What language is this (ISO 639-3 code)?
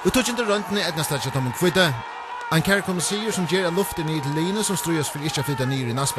fao